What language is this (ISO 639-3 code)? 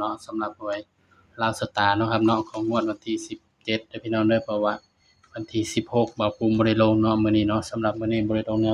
tts